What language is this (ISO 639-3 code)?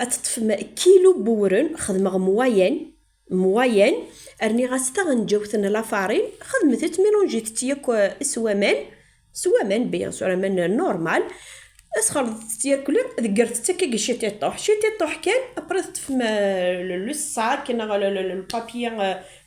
kab